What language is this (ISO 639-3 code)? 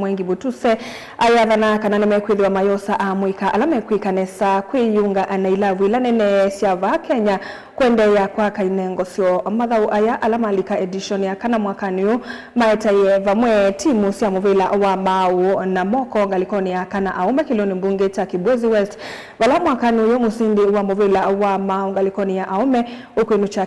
kam